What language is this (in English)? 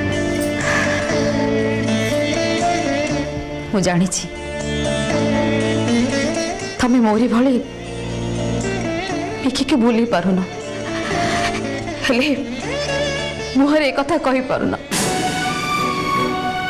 Odia